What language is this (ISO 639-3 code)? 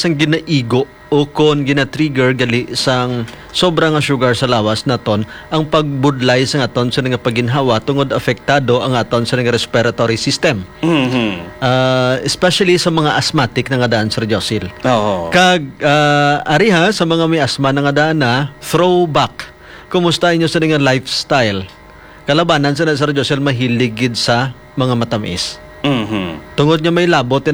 hil